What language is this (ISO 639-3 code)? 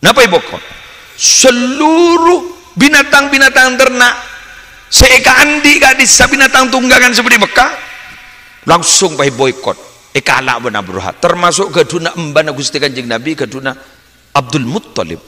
mad